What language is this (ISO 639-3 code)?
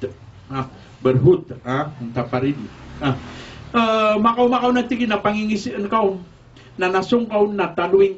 mrw